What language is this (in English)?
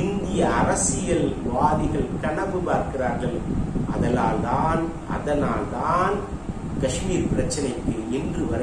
Tamil